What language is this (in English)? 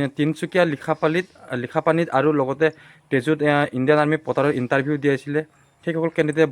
Assamese